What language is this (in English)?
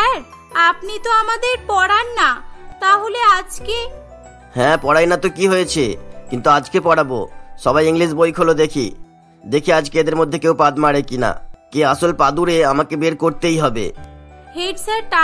Bangla